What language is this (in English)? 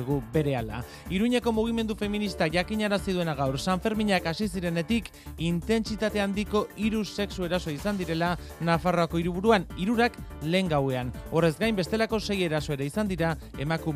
Basque